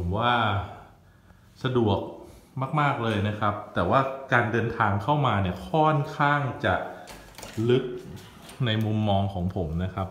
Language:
Thai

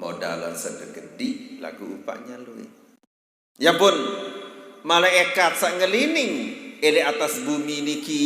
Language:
Sasak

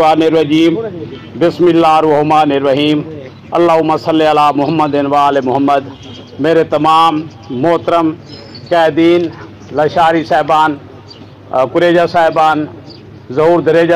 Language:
Saraiki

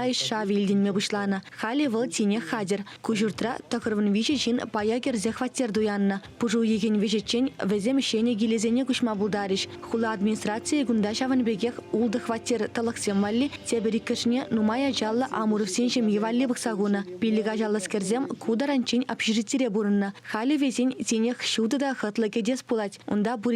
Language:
Chuvash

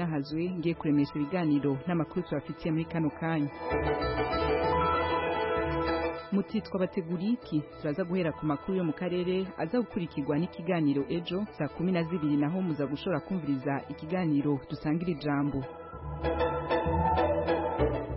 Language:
Kinyarwanda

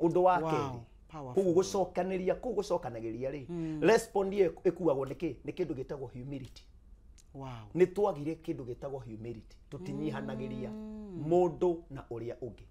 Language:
Kikuyu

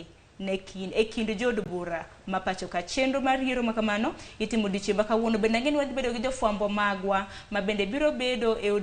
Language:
Luo (Kenya and Tanzania)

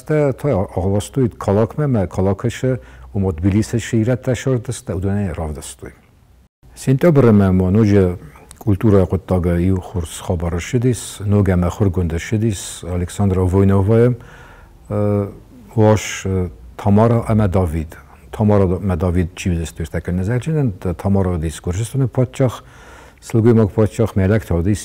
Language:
Ossetic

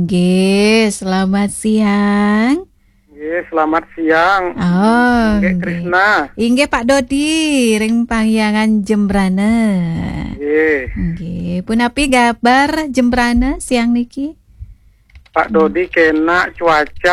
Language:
Balinese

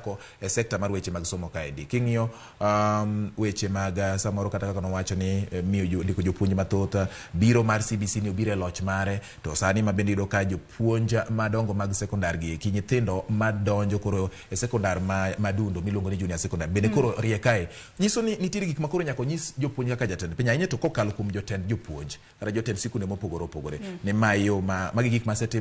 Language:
Luo (Kenya and Tanzania)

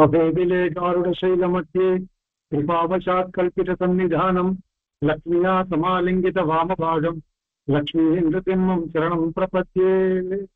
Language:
Sanskrit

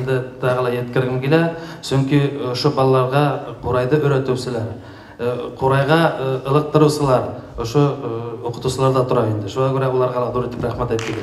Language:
Bashkir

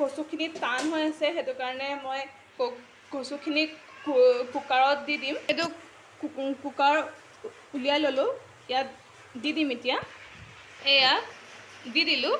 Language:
Assamese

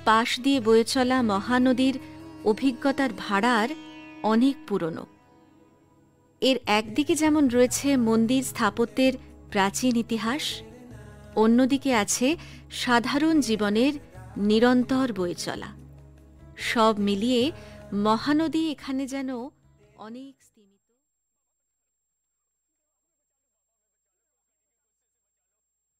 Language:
Bangla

